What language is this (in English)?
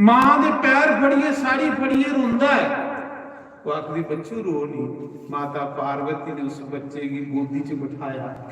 Dogri